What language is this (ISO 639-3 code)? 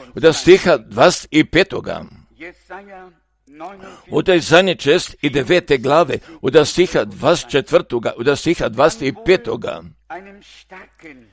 hrv